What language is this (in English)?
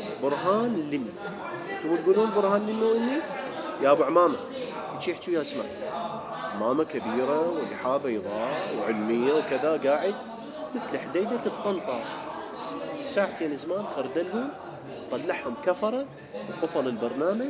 Mesopotamian Arabic